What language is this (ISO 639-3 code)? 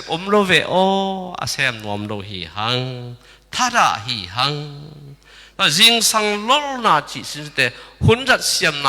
ctd